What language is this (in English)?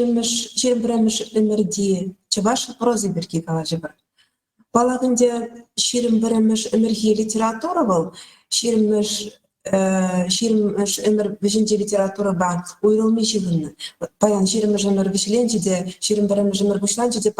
Chuvash